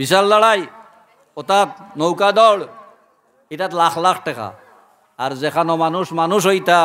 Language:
Sylheti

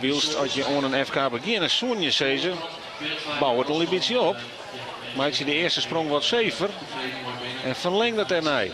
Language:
Western Frisian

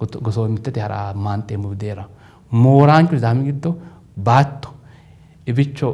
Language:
Sidamo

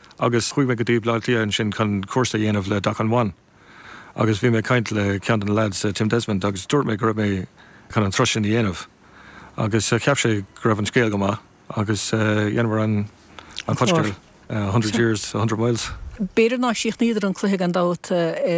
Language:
Irish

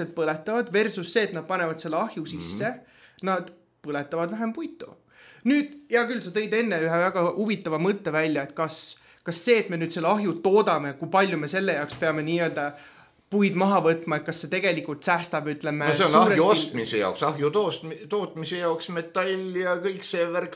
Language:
Estonian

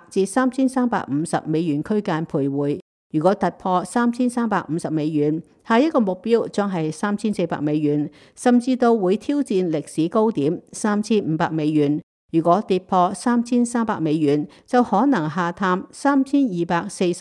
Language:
Cantonese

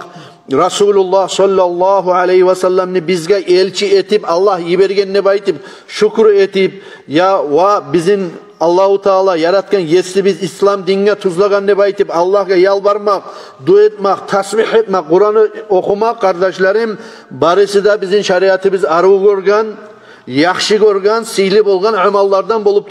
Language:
Kumyk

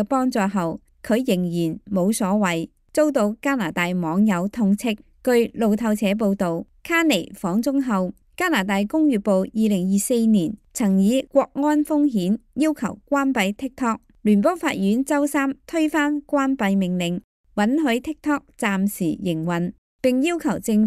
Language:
Cantonese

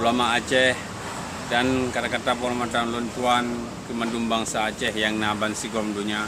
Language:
Achinese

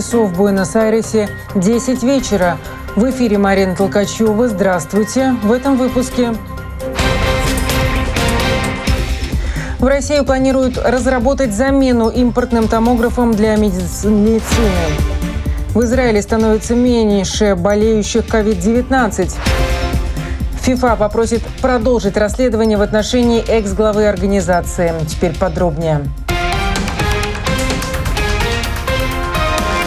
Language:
Russian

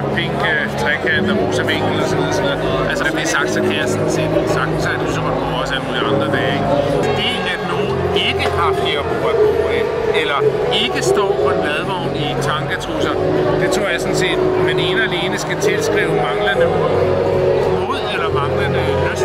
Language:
Danish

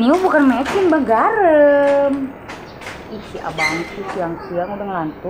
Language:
Betawi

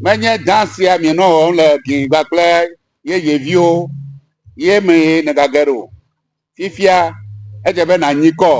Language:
Ewe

